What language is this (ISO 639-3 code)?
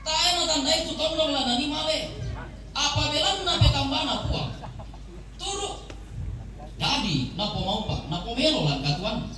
sda